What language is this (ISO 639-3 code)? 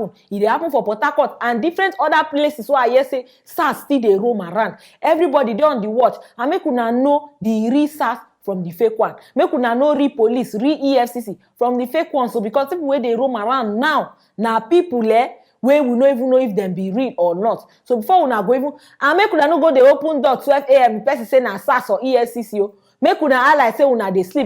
pcm